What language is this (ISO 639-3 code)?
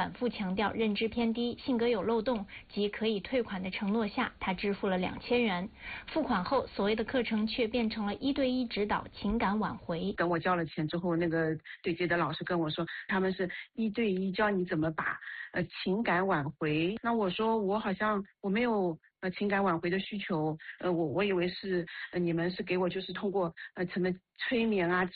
zho